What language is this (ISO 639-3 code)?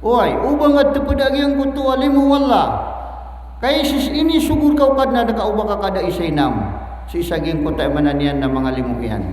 mrw